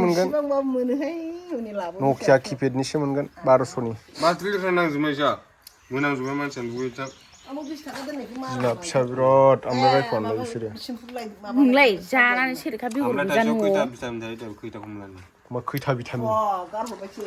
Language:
Bodo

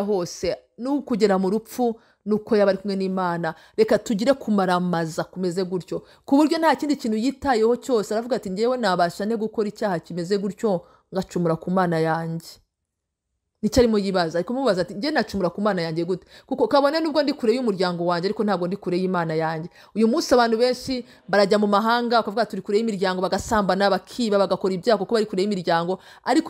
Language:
Kinyarwanda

